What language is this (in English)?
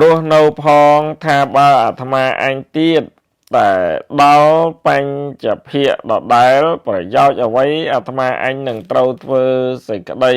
Khmer